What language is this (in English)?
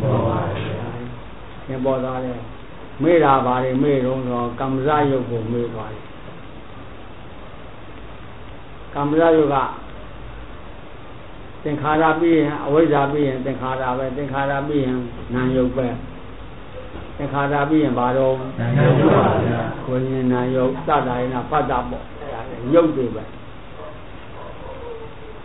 Burmese